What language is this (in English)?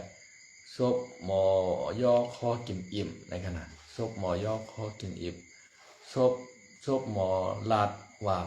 Shan